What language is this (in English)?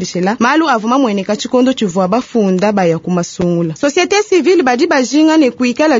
Luba-Lulua